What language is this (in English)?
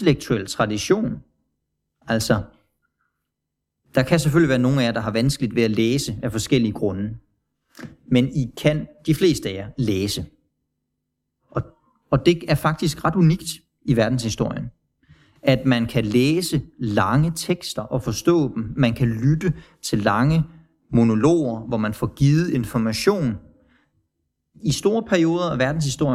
Danish